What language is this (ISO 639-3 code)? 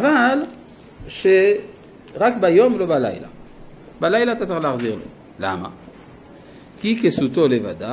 heb